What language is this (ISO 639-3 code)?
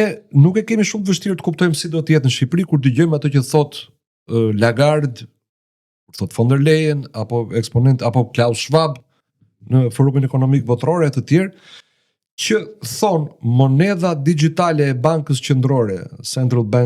sqi